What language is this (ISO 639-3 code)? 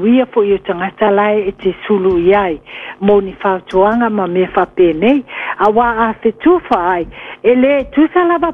smo